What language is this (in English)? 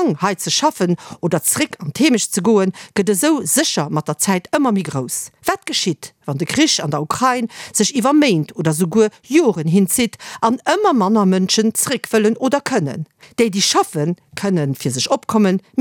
Luxembourgish